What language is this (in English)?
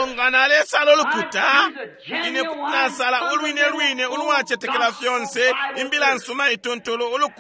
Bemba